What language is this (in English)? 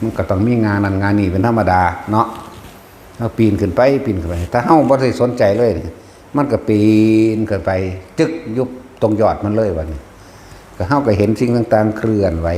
Northeastern Thai